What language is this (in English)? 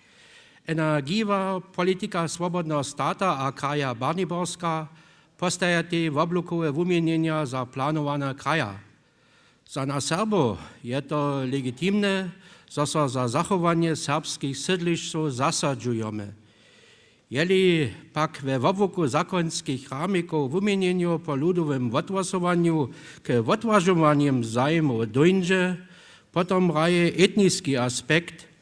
Upper Sorbian